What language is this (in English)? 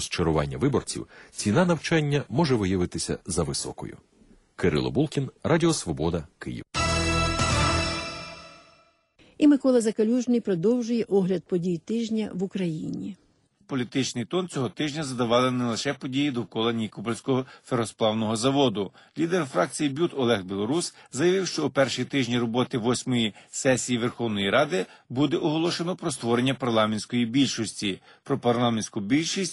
Ukrainian